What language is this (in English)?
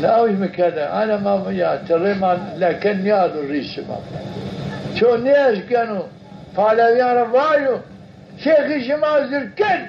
Zaza